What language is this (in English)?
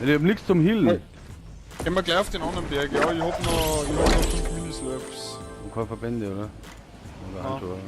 Bavarian